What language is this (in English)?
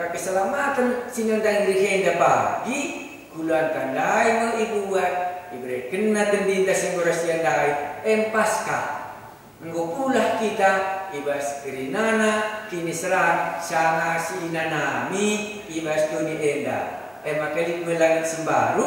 Batak Karo